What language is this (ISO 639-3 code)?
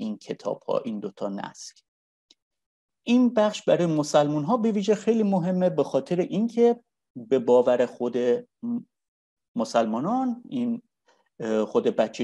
fas